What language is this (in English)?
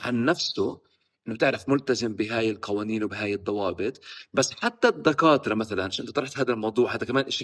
North Levantine Arabic